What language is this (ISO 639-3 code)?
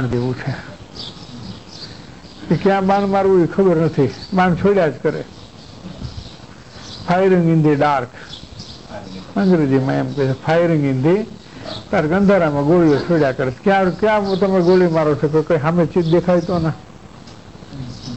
guj